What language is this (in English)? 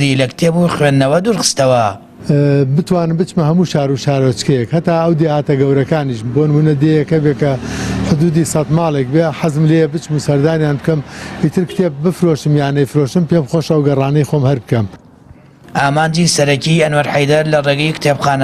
Central Kurdish